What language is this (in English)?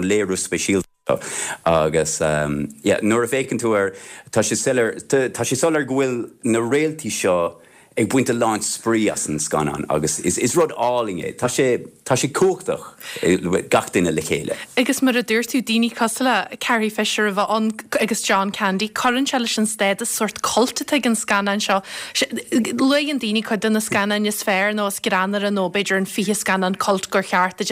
Irish